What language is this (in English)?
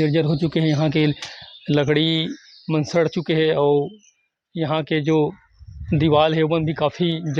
Chhattisgarhi